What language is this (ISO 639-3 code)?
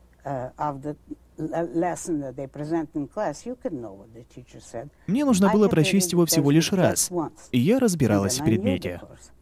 rus